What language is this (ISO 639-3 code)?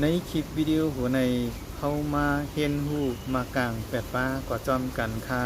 shn